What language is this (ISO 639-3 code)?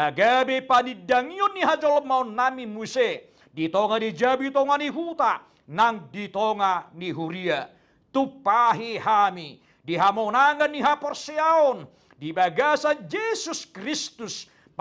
bbc